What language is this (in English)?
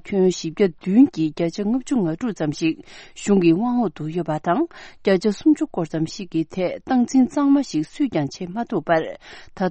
Tibetan